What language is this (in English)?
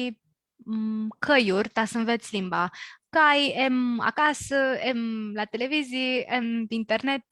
Aromanian